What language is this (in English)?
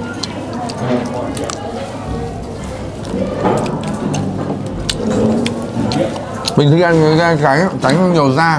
Vietnamese